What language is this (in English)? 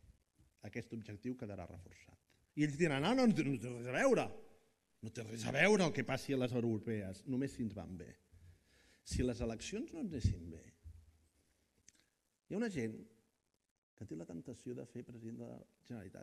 Catalan